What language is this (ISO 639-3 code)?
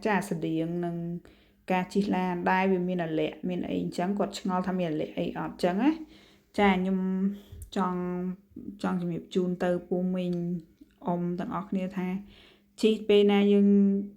khm